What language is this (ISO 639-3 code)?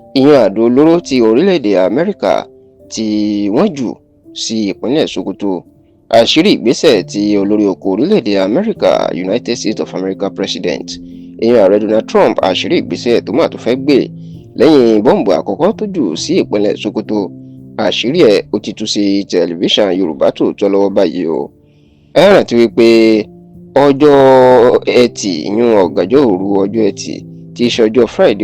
yor